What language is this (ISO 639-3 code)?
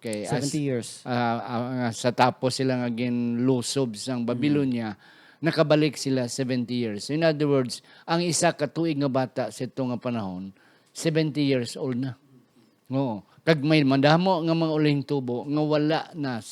hil